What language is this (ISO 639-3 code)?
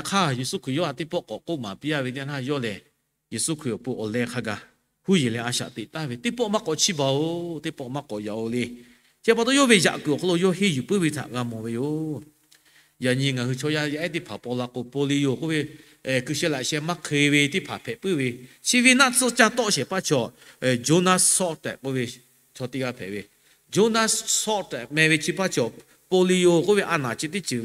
lhu